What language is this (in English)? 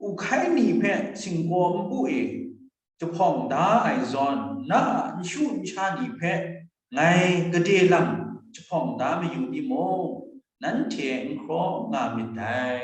Kachin